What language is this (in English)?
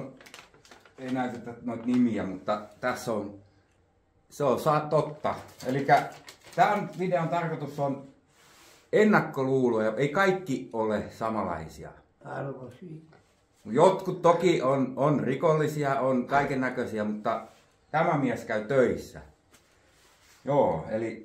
Finnish